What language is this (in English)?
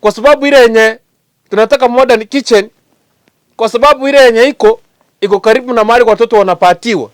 Gusii